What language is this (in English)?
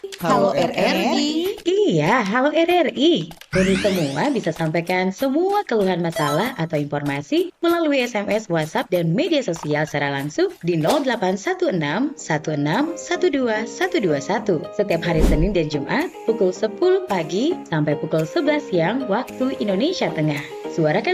Manado Malay